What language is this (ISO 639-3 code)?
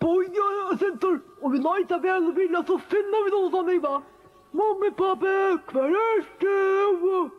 fao